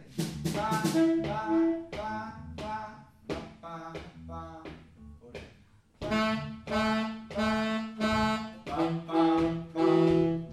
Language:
Danish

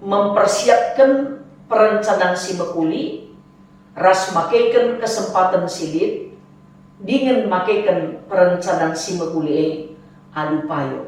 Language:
Batak Karo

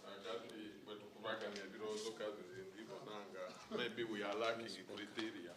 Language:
Soga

